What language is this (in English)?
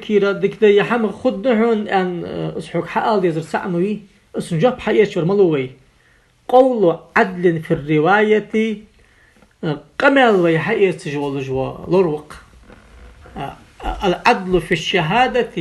Ingush